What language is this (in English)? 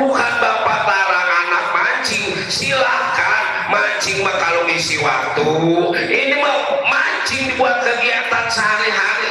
Betawi